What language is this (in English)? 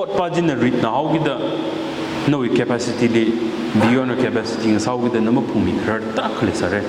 Tangkhul Naga (India)